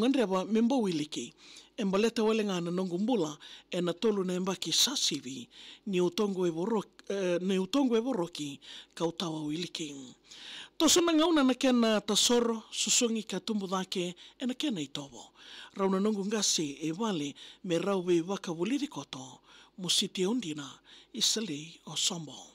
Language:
Fijian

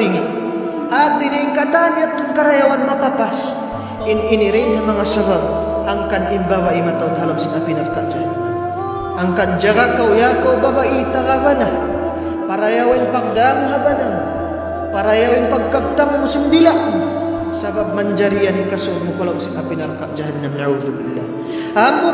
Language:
Tausug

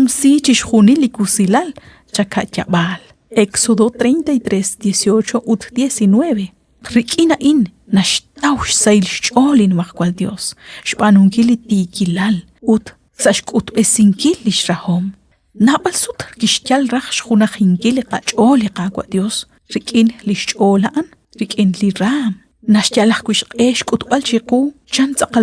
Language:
Kekchí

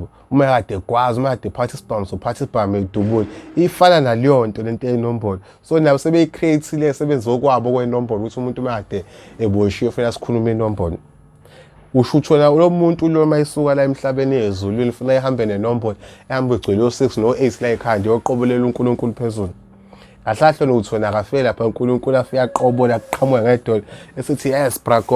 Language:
Zulu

